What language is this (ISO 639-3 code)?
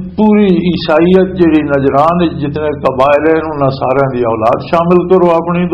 lah